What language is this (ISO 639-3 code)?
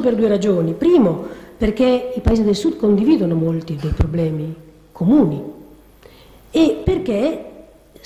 ita